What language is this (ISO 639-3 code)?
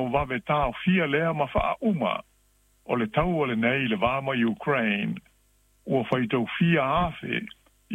smo